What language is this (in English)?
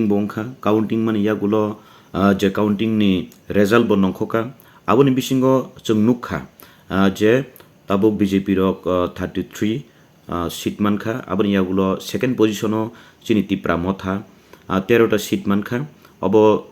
Kok Borok